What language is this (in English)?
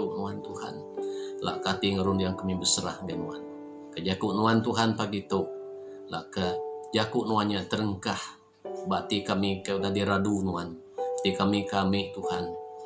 Iban